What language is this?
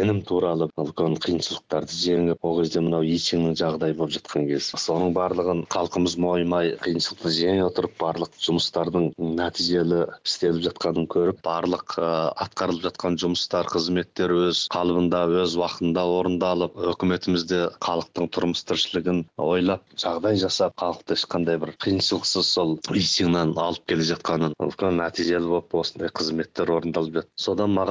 Kazakh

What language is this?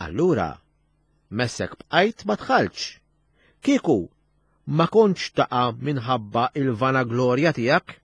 Maltese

